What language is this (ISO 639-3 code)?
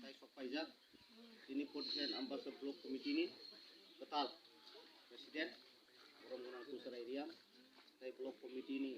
trp